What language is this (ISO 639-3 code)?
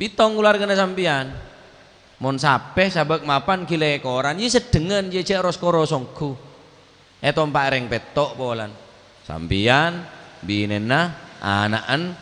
mad